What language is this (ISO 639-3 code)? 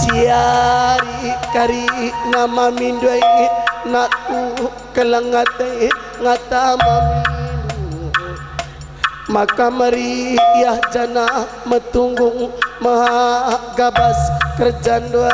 btx